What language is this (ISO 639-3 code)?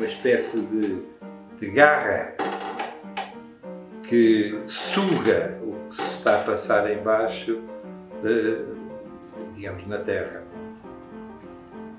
por